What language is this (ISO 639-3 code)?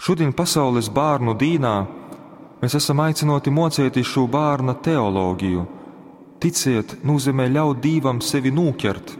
ltg